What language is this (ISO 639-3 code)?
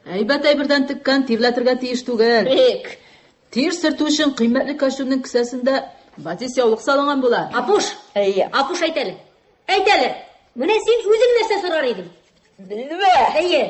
tat